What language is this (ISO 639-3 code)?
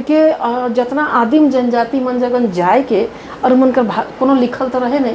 sck